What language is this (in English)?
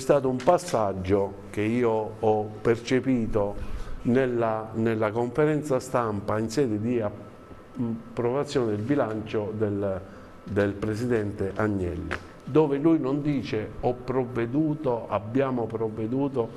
Italian